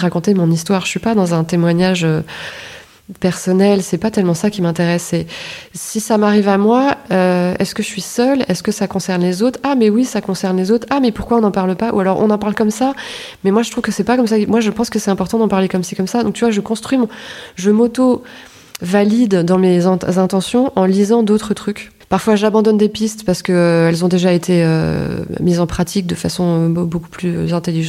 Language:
French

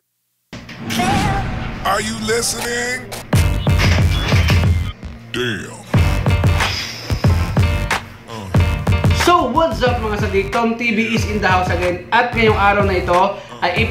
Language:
Filipino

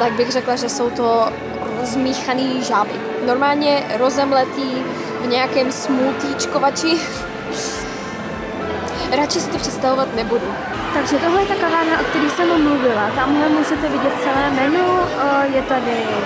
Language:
Czech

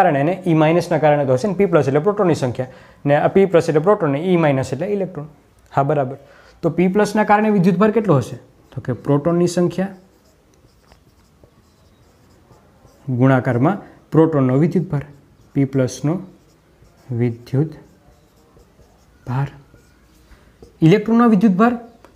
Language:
Gujarati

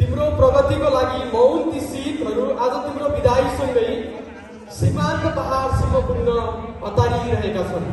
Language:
Nepali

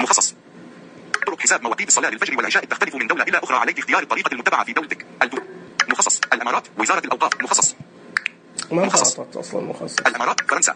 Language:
Najdi Arabic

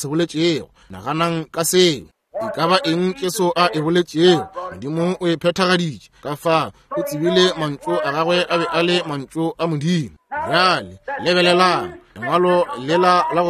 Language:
Northern Sotho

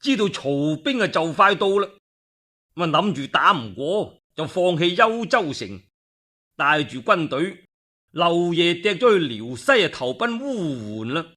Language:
Cantonese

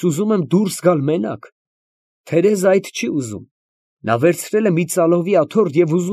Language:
Armenian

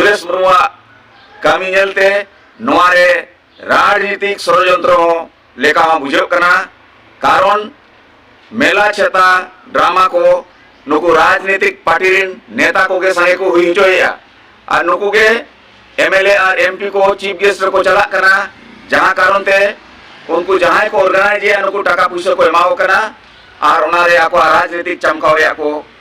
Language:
Santali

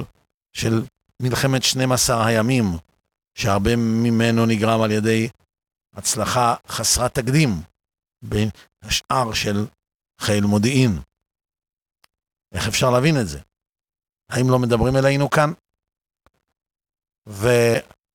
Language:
Hebrew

